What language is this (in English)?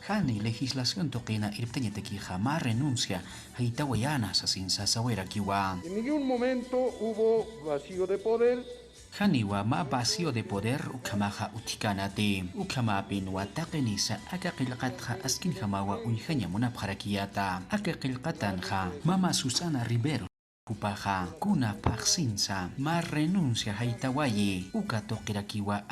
Aymara